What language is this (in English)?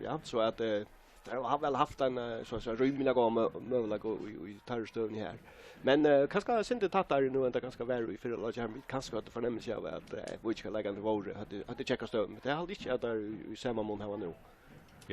Faroese